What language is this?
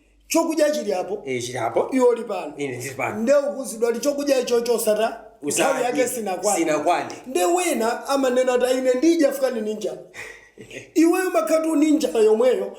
Nyanja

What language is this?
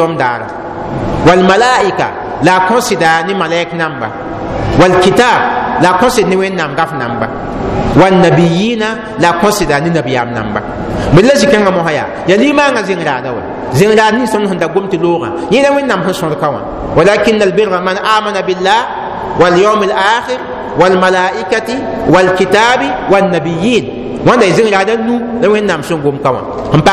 Mossi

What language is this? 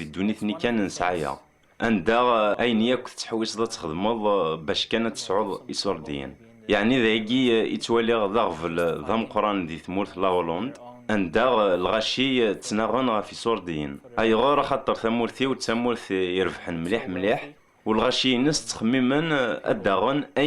Kabyle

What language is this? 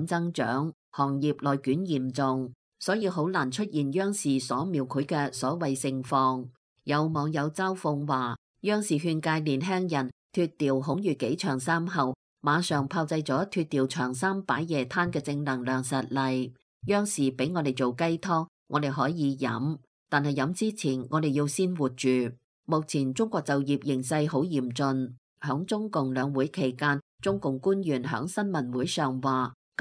Cantonese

